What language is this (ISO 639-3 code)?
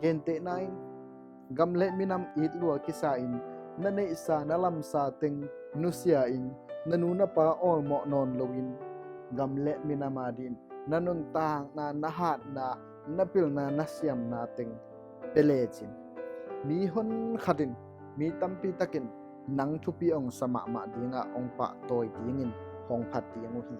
ctd